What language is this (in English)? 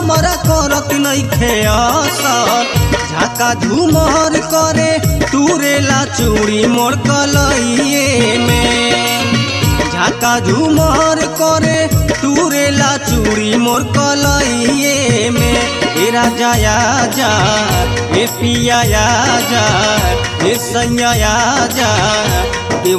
Bhojpuri